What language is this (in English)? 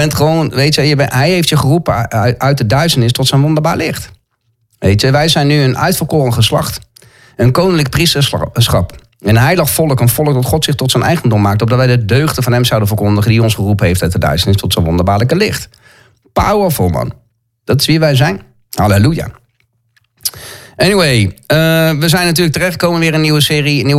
Dutch